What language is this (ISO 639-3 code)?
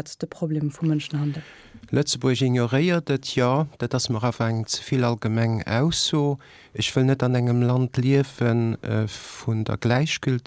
ltz